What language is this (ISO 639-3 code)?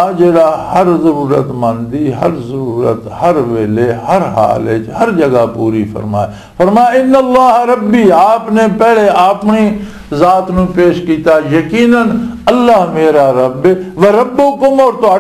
lah